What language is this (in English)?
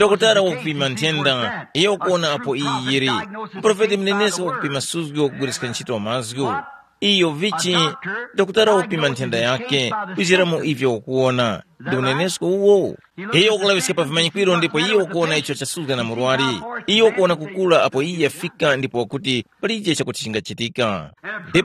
Tumbuka